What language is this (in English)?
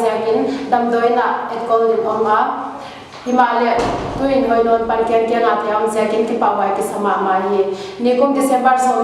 Paite Chin